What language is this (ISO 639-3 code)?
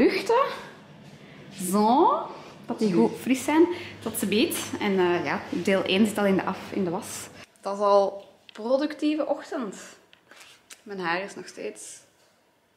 nld